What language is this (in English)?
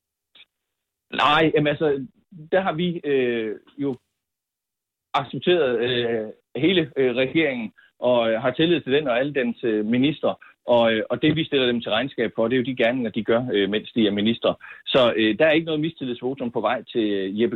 Danish